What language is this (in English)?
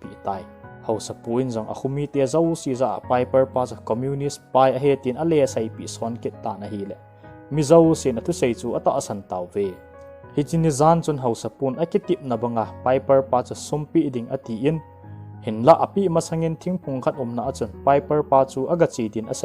Thado Chin